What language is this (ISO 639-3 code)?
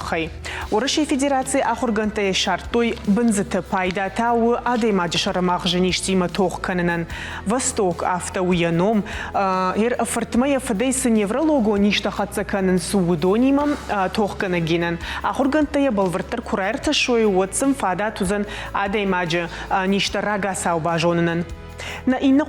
oss